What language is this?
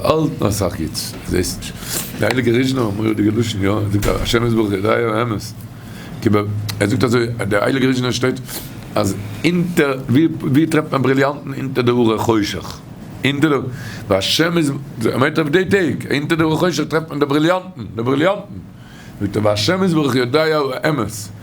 Yiddish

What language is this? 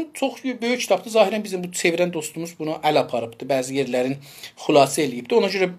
South Azerbaijani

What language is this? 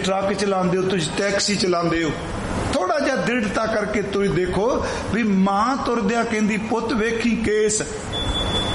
Punjabi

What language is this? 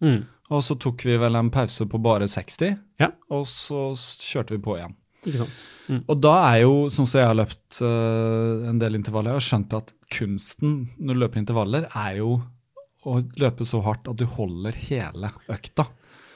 Norwegian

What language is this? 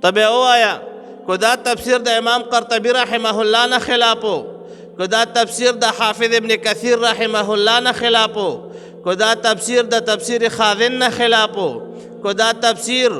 Pashto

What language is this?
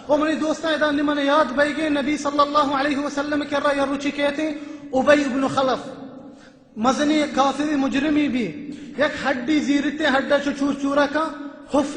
Baluchi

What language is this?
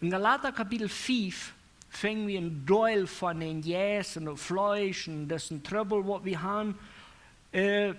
Plautdietsch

